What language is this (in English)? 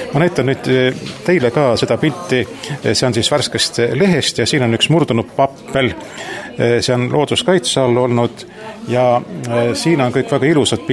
Estonian